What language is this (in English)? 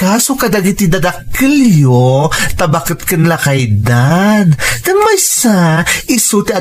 Iloko